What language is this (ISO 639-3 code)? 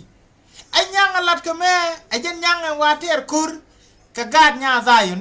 nus